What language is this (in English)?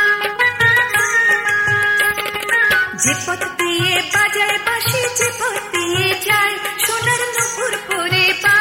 Bangla